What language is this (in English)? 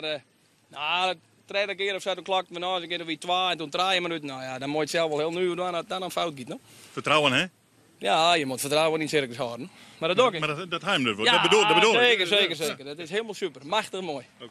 Western Frisian